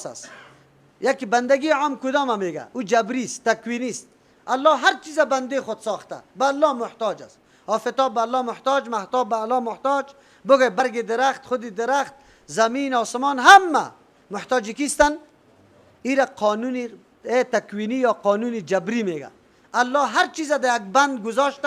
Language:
Persian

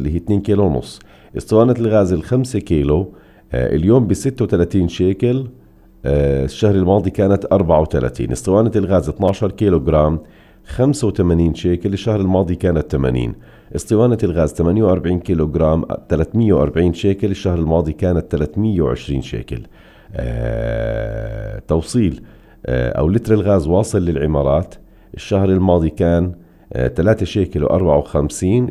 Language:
North Levantine Arabic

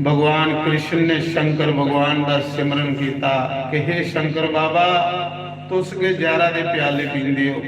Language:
Dogri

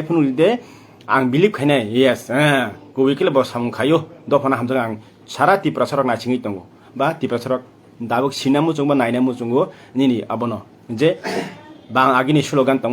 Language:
Kok Borok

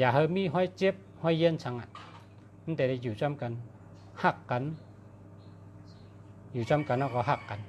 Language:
Shan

